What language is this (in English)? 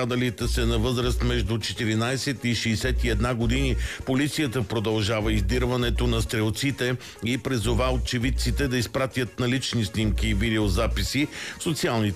Bulgarian